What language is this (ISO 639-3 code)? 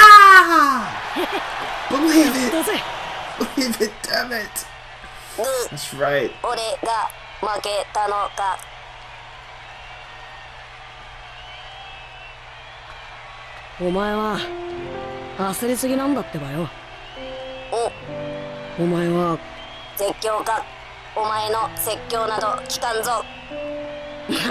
jpn